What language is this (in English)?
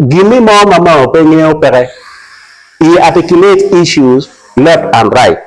Acoli